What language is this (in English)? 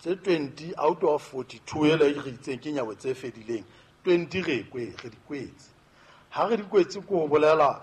Southern Sotho